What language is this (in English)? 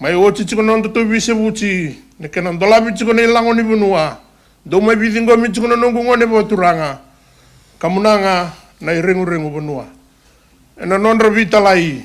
Fijian